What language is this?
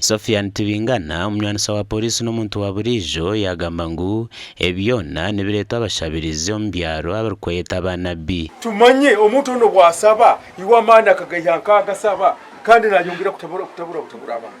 Nyankole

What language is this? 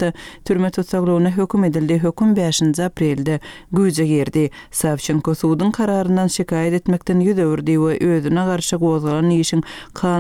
Turkmen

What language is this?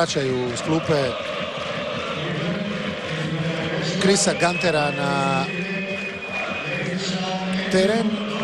Croatian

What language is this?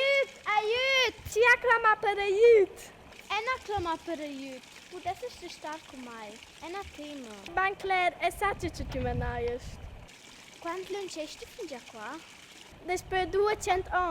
Romansh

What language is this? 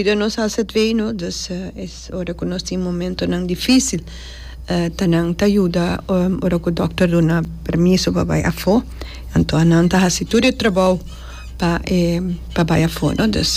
Papiamento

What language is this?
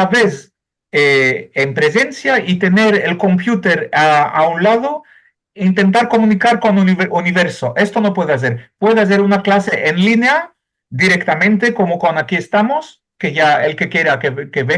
Ladino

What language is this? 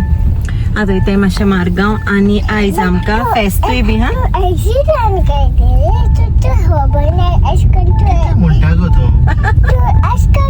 Konkani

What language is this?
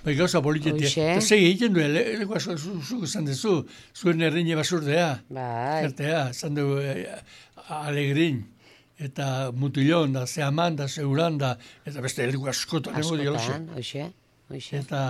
Basque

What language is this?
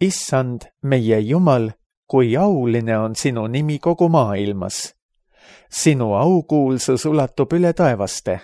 Estonian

